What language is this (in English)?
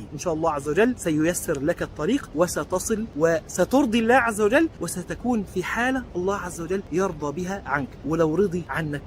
Egyptian Arabic